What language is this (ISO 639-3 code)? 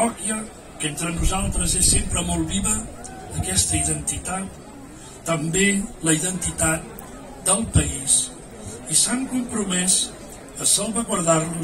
cat